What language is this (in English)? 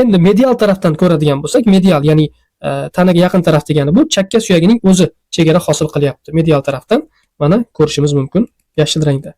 Uzbek